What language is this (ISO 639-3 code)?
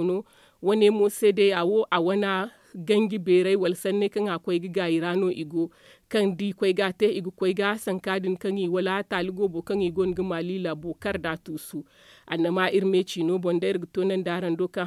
dje